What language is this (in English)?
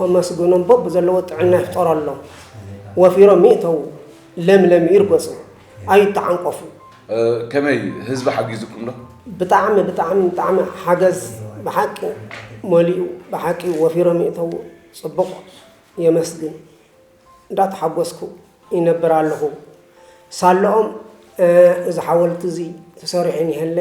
Tigrinya